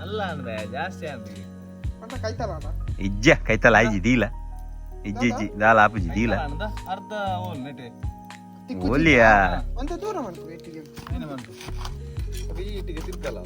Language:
Tulu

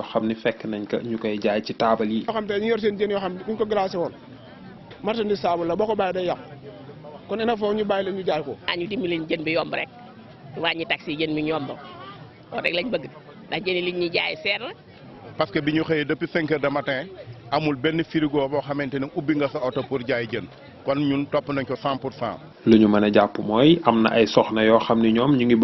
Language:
Wolof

